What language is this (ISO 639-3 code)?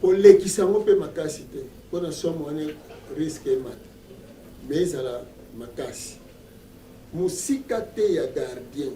lin